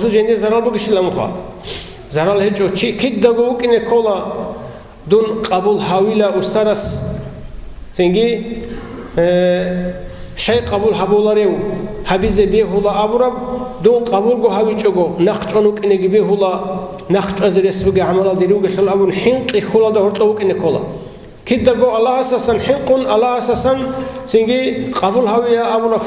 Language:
Avaric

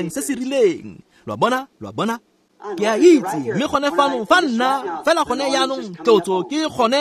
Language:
Tswana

